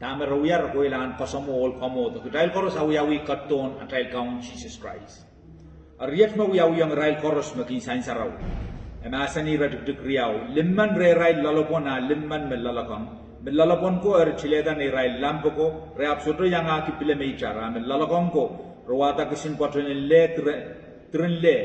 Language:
Pohnpeian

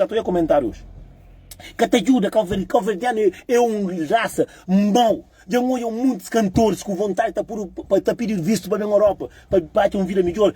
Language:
Kabuverdianu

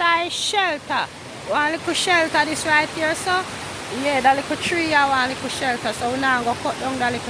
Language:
Jamaican Creole English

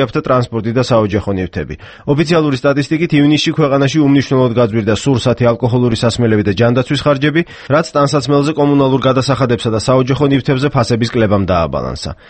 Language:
Georgian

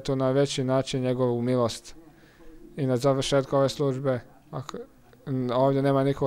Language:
Croatian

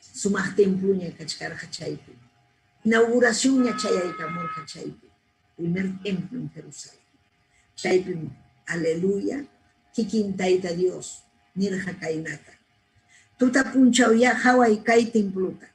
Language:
Ayacucho Quechua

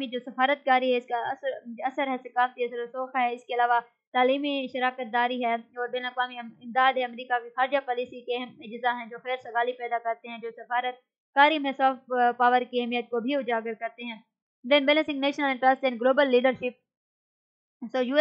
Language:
Urdu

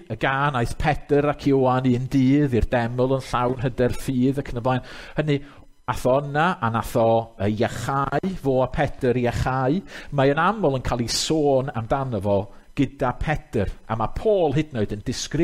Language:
Welsh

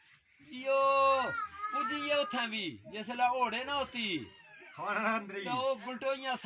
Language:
Dogri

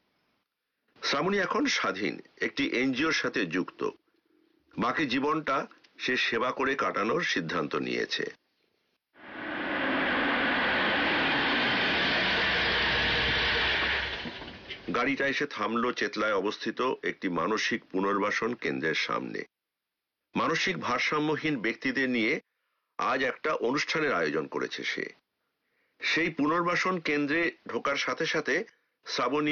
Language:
Bangla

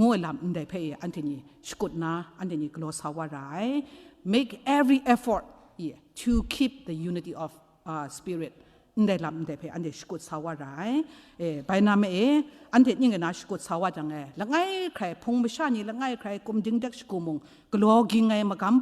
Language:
Kachin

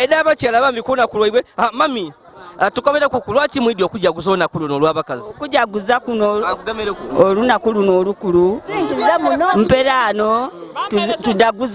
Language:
Ganda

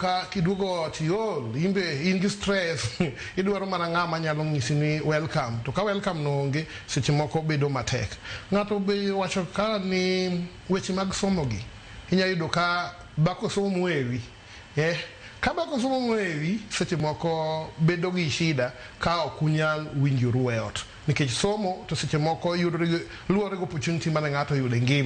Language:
Luo (Kenya and Tanzania)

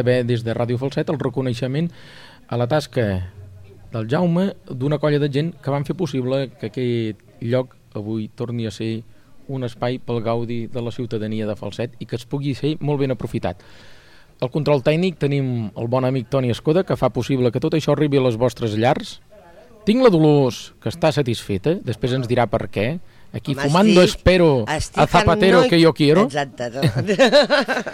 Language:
Catalan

